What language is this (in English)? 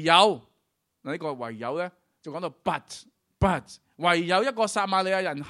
Cantonese